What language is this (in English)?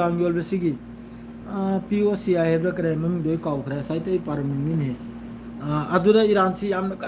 Manipuri